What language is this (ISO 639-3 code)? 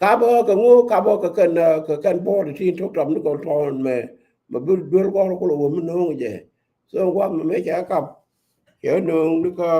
nus